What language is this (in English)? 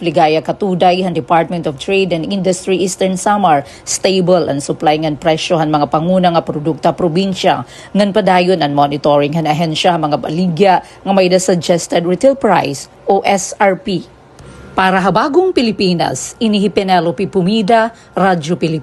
Waray